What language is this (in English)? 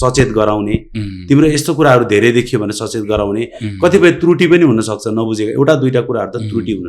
Nepali